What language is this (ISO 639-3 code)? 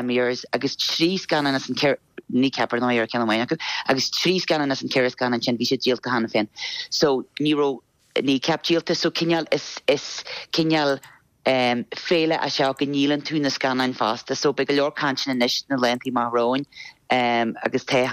gle